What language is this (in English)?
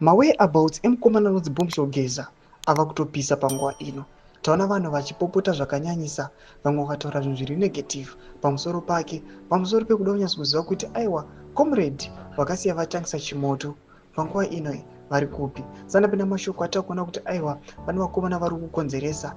Shona